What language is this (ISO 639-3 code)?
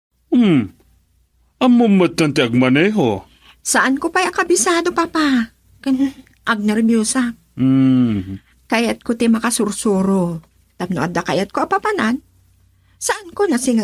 ilo